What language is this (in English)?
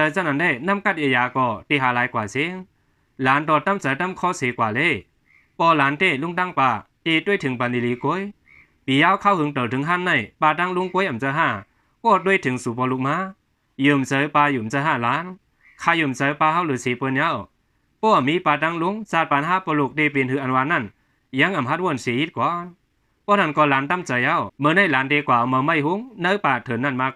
Shan